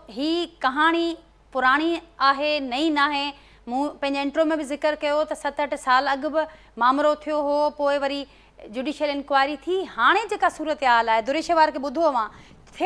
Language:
Sindhi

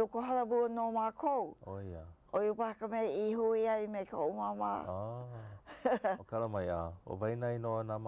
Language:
Hawaiian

